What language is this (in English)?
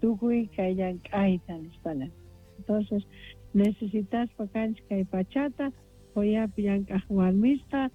South Bolivian Quechua